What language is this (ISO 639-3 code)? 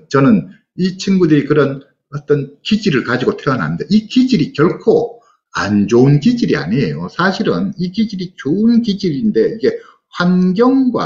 kor